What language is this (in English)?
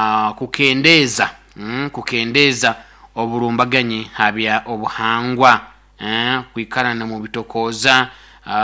Nyoro